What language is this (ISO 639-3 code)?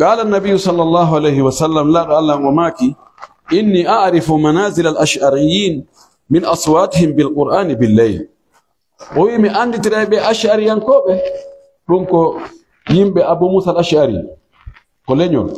fuf